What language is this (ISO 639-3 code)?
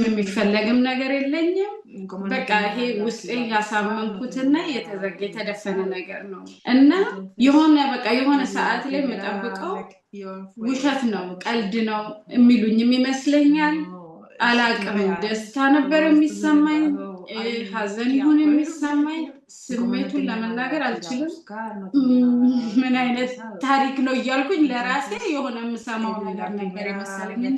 amh